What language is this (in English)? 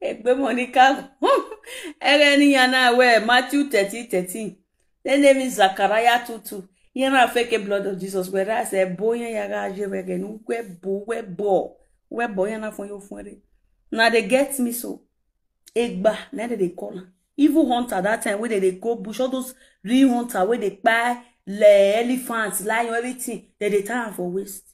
Nigerian Pidgin